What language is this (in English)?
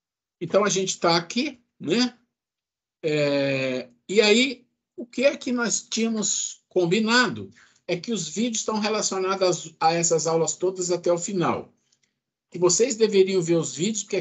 Portuguese